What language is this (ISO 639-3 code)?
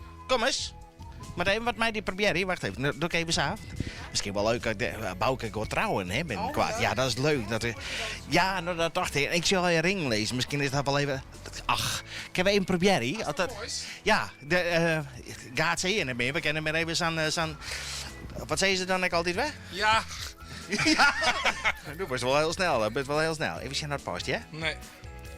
fry